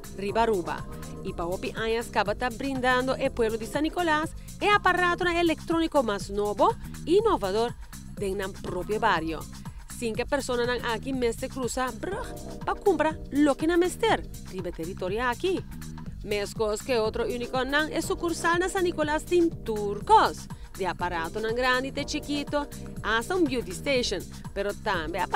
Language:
Papiamento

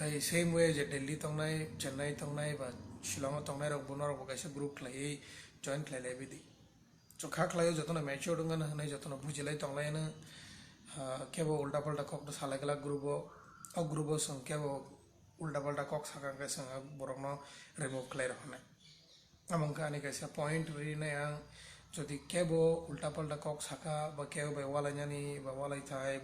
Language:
Kok Borok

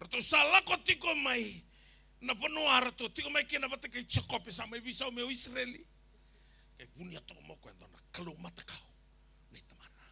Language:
Fijian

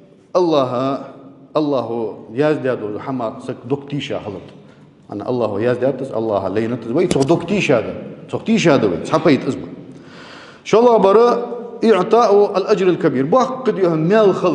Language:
Ingush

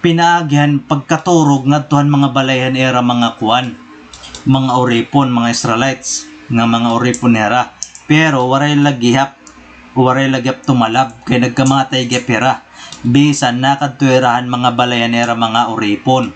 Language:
Waray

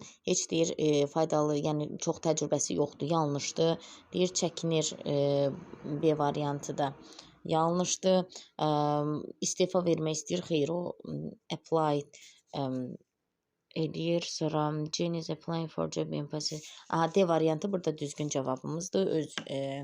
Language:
Azerbaijani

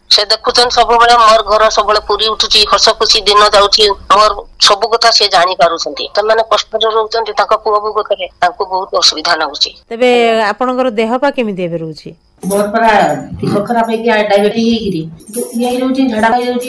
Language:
Odia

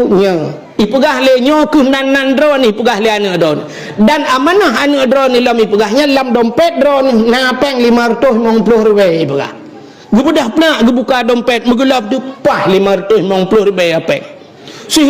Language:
Achinese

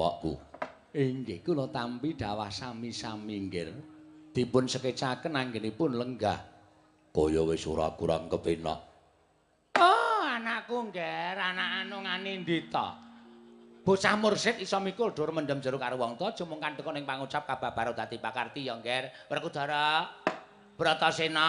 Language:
Javanese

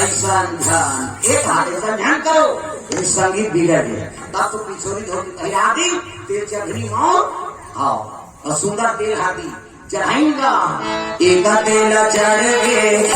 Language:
Chhattisgarhi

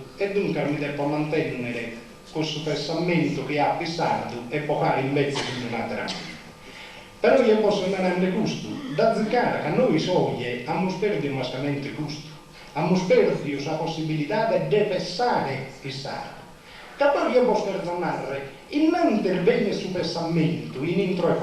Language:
Sardinian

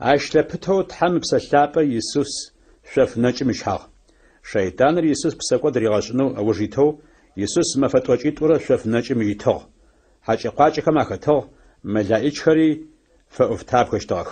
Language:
Adyghe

